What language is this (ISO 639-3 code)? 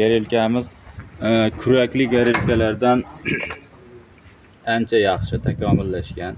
uzb